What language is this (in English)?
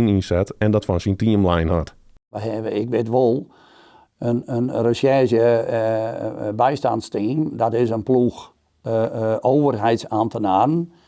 Western Frisian